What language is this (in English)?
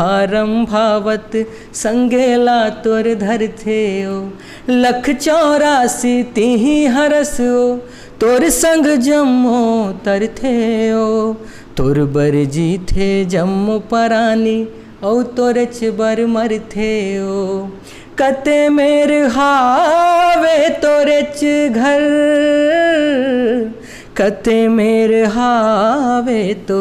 Chhattisgarhi